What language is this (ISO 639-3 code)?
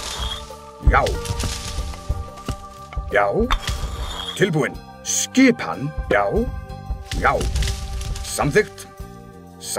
isl